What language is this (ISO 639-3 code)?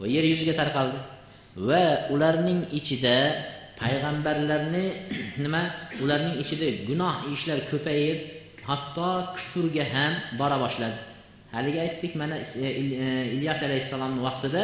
uzb